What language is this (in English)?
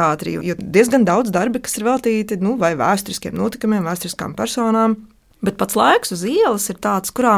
Latvian